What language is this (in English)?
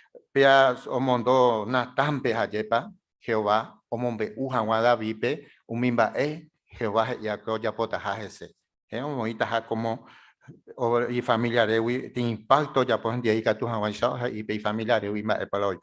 Guarani